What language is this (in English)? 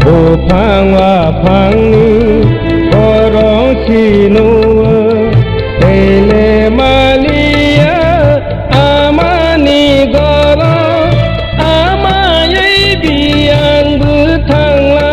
Kok Borok